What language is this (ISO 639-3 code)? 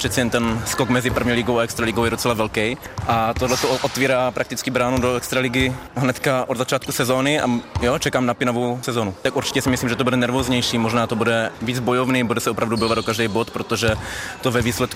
ces